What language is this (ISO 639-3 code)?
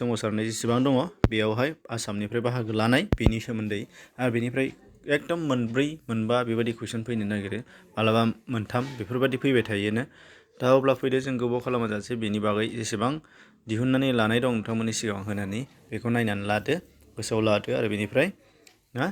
brx